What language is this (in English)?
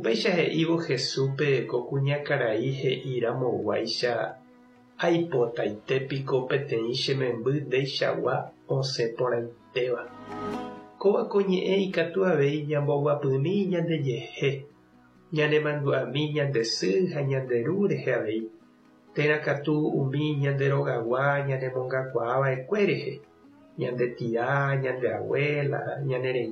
Guarani